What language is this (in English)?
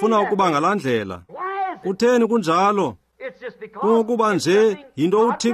Xhosa